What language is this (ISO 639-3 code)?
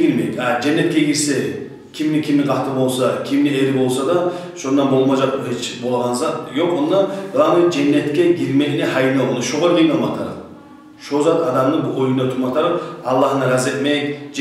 kum